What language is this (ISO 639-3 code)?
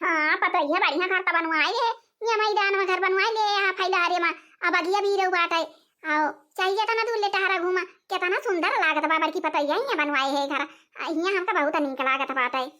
awa